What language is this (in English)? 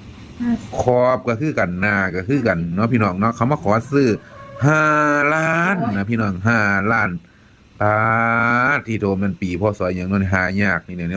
Lao